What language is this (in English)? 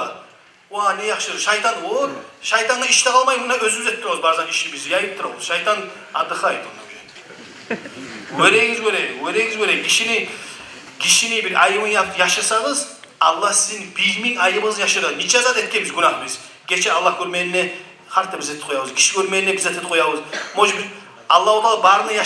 Kumyk